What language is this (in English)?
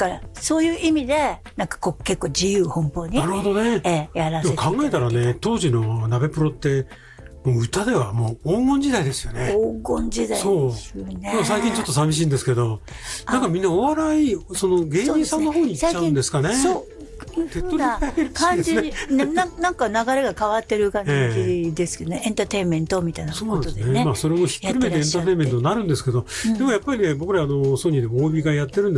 Japanese